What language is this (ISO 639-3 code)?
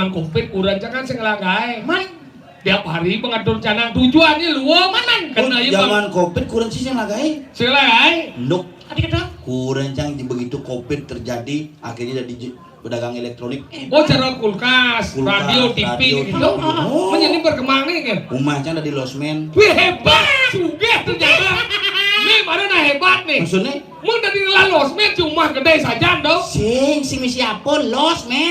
ban